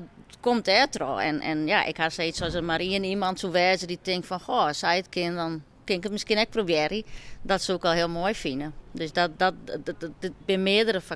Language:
Western Frisian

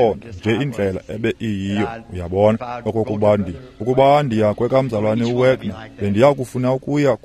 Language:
Xhosa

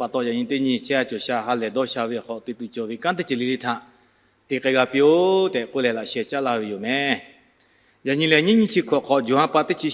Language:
Lahu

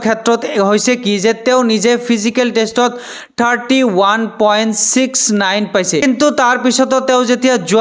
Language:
Assamese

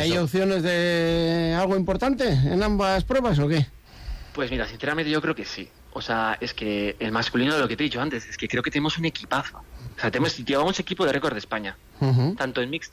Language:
Spanish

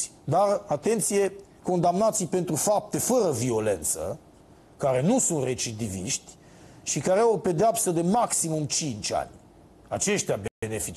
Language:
Romanian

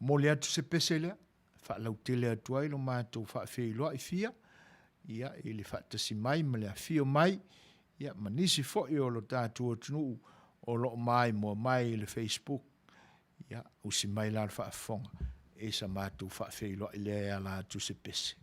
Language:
Samoan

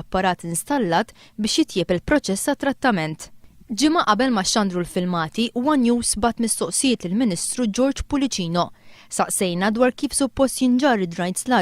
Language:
Maltese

